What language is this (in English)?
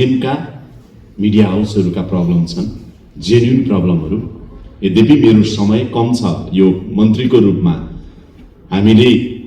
Nepali